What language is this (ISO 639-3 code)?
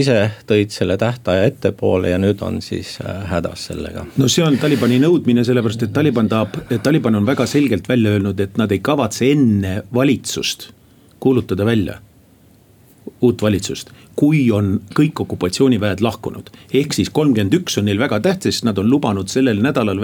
est